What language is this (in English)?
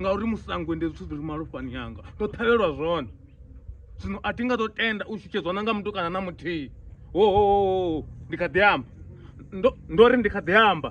Venda